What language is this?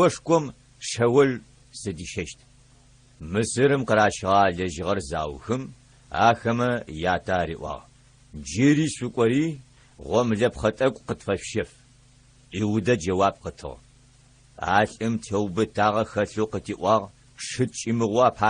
Adyghe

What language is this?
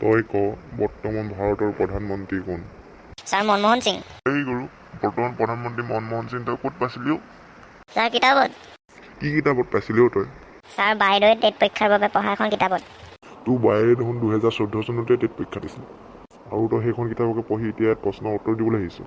Assamese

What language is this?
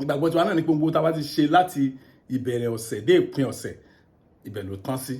Yoruba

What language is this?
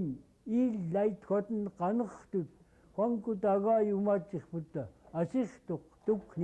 Central Yupik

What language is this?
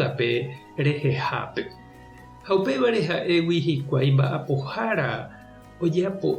Guarani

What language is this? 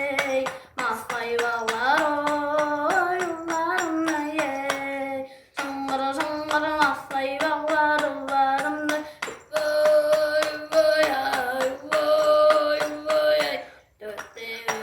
Tuvinian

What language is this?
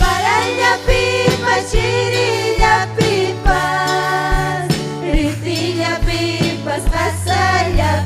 Ayacucho Quechua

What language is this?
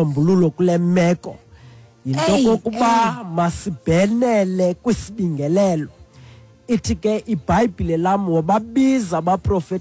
Xhosa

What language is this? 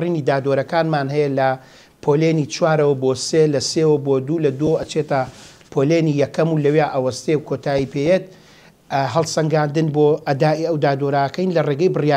Central Kurdish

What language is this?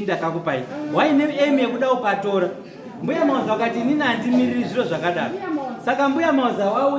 Shona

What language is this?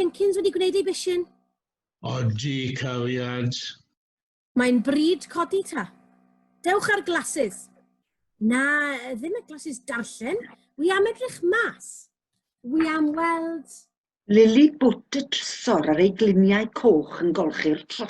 Welsh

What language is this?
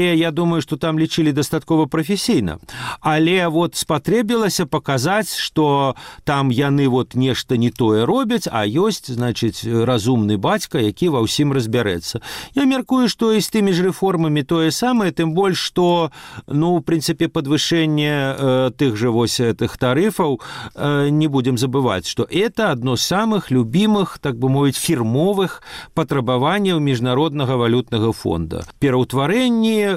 Belarusian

